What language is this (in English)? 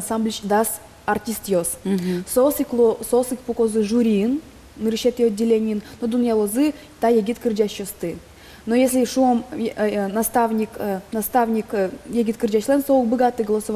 Udmurt